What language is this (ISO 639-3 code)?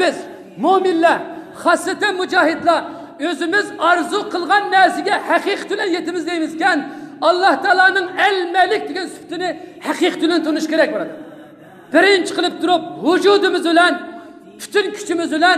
uig